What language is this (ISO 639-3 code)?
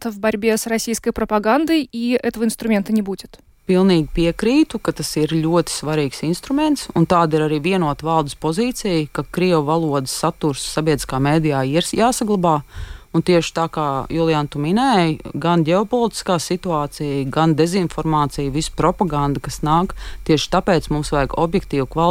lav